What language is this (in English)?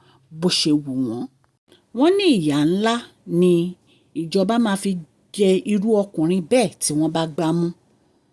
Yoruba